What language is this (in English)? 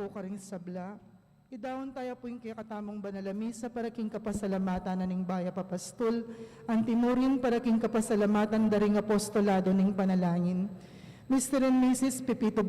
Pampanga